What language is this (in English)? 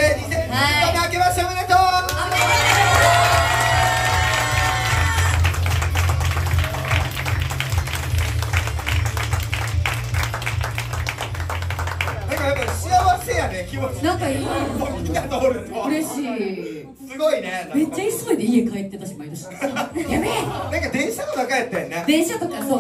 Japanese